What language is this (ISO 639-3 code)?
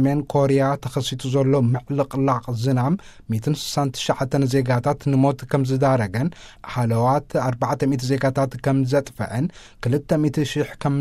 tir